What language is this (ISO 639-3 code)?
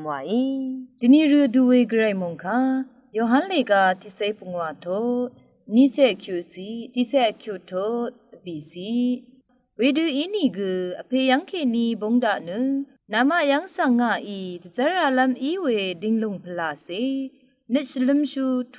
raw